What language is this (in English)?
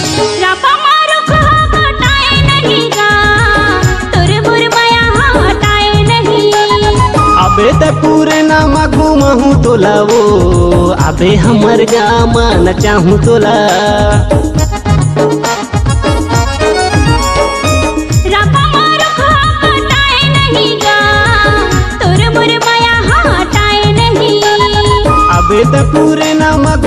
Chhattisgarhi